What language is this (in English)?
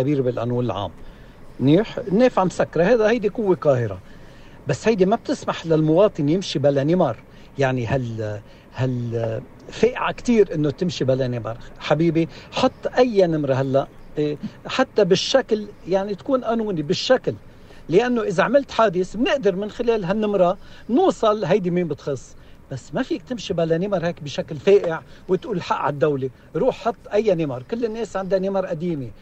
North Levantine Arabic